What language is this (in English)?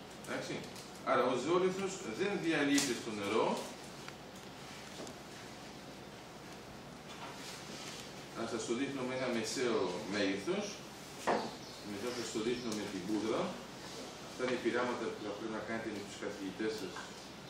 Greek